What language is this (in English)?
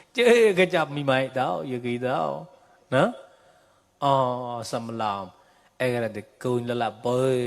Mon